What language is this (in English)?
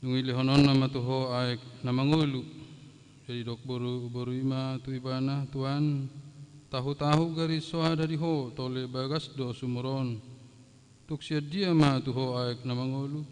Batak Toba